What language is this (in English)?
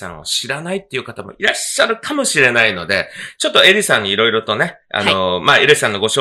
Japanese